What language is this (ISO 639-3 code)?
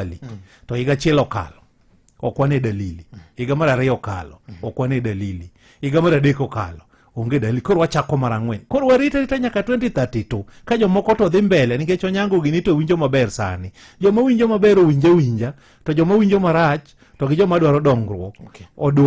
luo